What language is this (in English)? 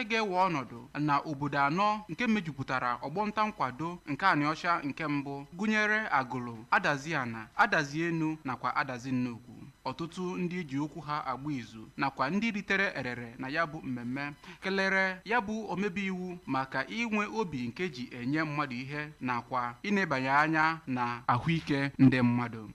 Igbo